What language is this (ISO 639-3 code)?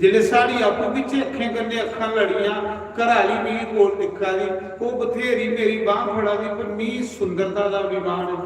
doi